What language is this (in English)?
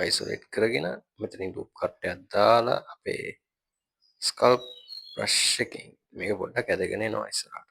Sinhala